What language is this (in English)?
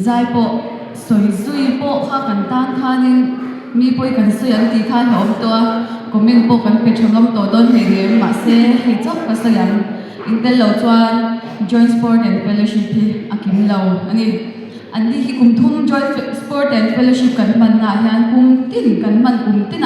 Mizo